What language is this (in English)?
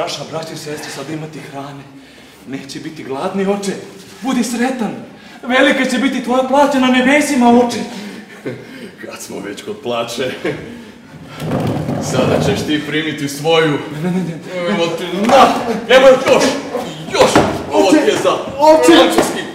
Croatian